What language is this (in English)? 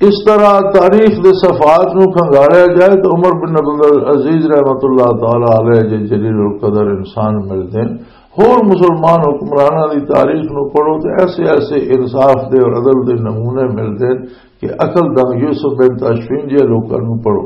Western Panjabi